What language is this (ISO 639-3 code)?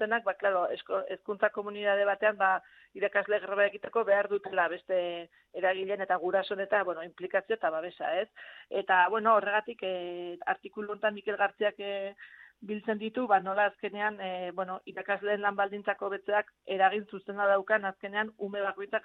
eus